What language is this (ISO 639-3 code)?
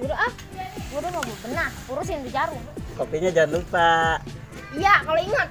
bew